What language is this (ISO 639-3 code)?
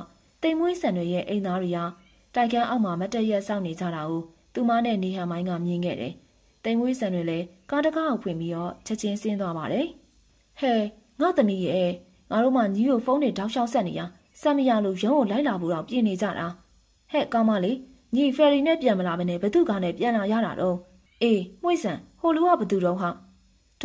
mya